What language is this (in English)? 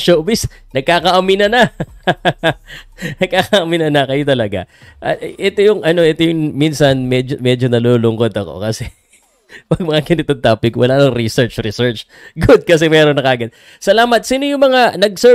Filipino